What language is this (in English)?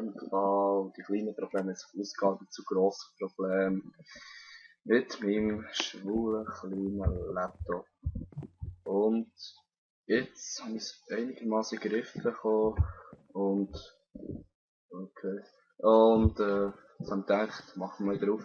Swiss German